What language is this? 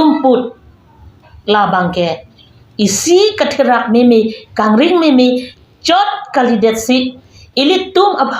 Karbi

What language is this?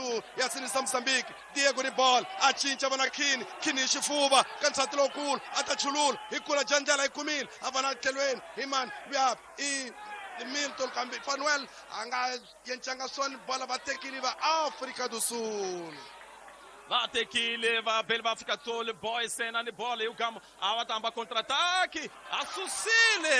Tsonga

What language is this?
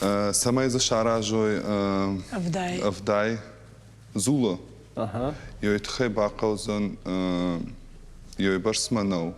Ossetic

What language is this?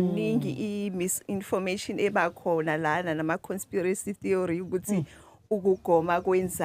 Zulu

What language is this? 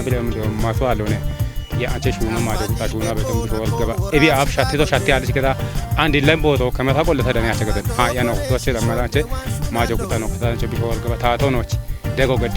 Kafa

